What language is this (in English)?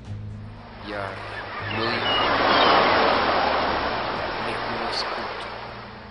Romanian